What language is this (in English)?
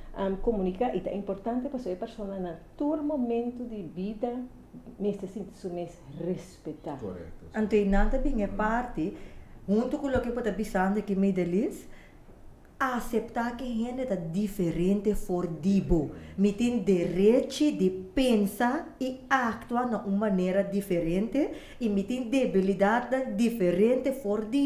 Papiamento